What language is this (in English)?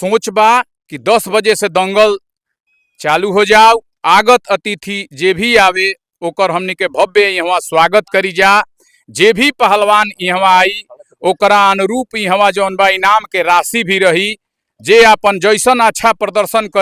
Bhojpuri